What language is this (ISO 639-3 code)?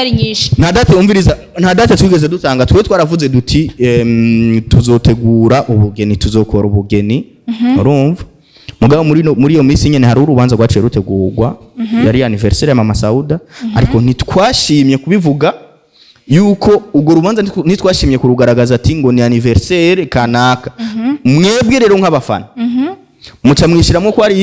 run